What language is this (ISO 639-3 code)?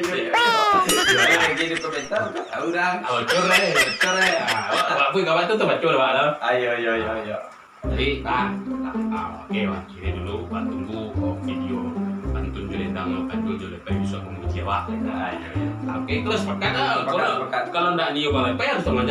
min